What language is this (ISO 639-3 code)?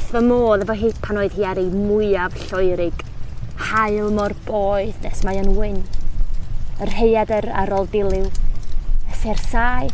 cym